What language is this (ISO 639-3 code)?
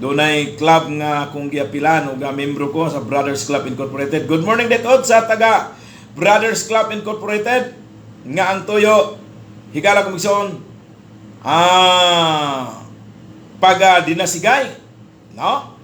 ceb